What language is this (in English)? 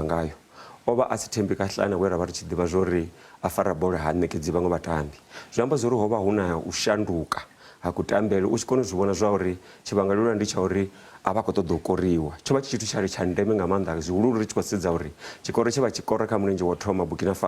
Venda